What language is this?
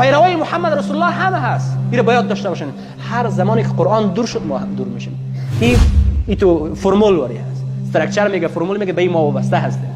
Persian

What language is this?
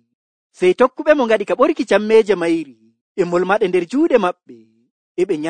Nigerian Fulfulde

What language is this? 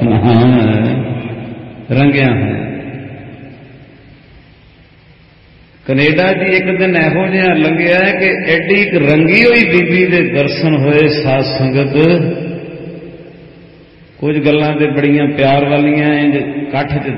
Punjabi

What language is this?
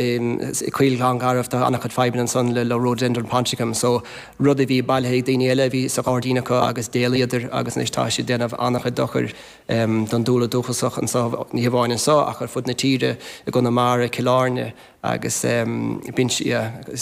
Irish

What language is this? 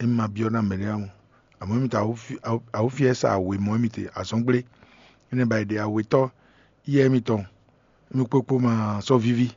Fon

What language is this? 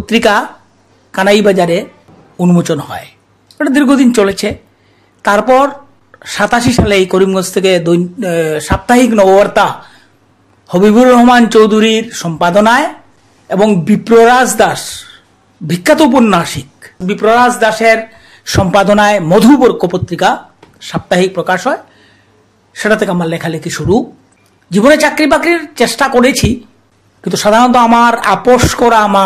Bangla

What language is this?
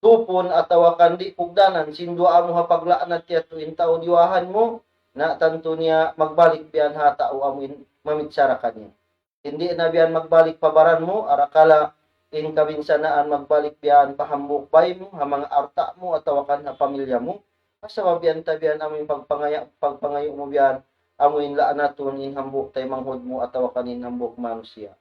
Tausug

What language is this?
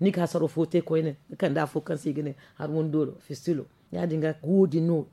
Zarma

